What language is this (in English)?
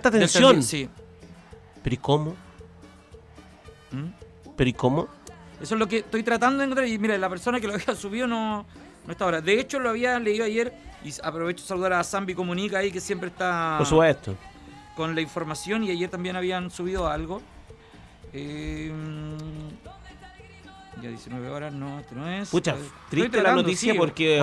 Spanish